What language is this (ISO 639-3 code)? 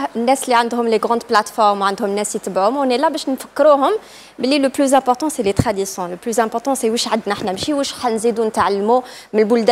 arq